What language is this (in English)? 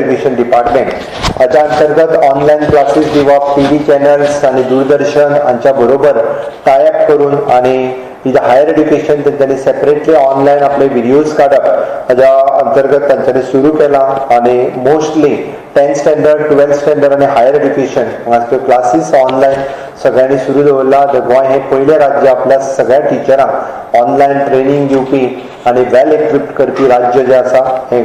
Konkani